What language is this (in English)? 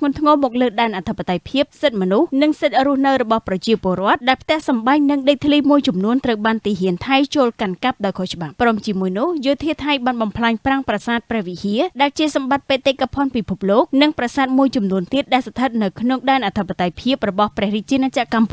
Khmer